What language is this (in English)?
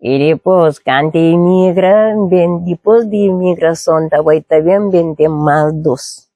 Kabuverdianu